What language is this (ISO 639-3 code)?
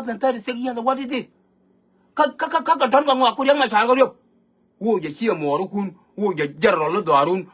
nus